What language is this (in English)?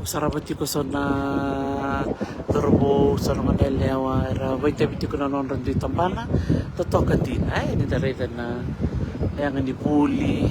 Fijian